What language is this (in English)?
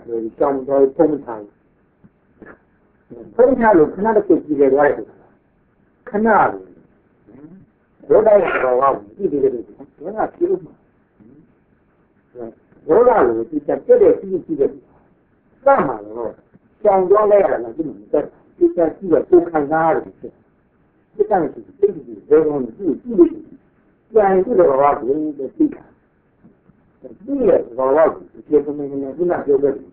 Burmese